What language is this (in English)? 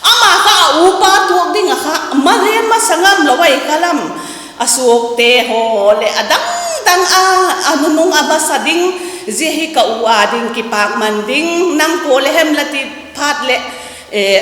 Vaiphei